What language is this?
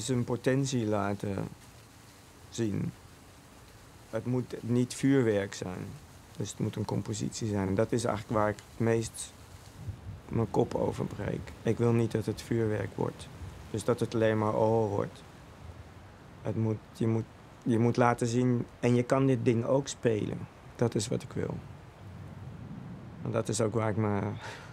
Dutch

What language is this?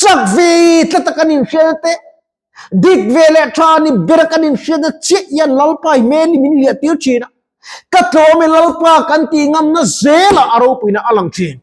Mizo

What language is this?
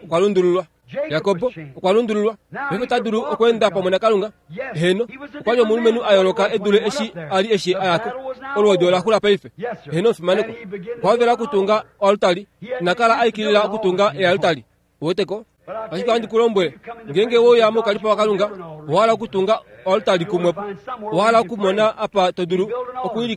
Kuanyama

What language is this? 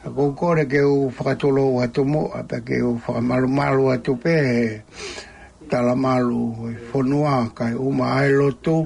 Tongan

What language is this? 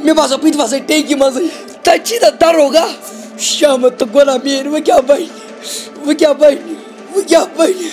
Kashmiri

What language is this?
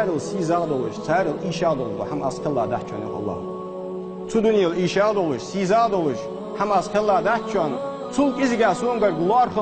Ingush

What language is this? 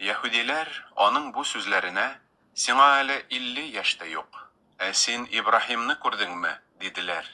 Tatar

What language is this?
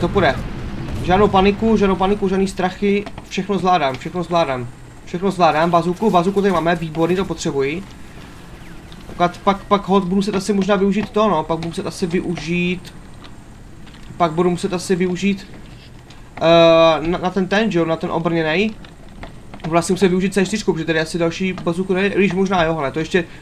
Czech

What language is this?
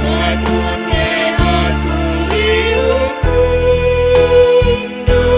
Batak Karo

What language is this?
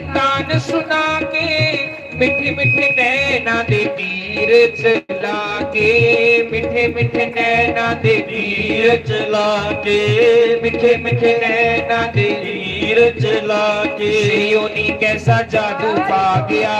Dogri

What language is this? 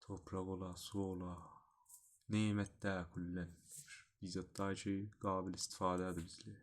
South Azerbaijani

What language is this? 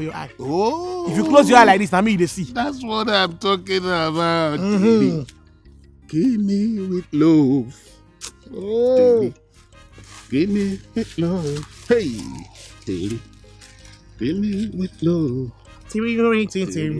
Nigerian Pidgin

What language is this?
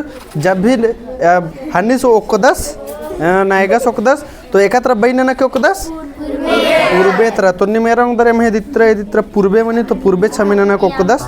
Kurukh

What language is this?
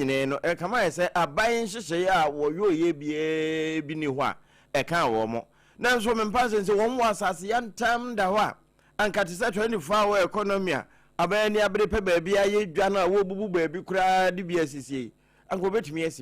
Akan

